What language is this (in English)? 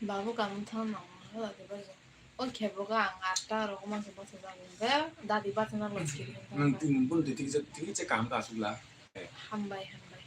Kok Borok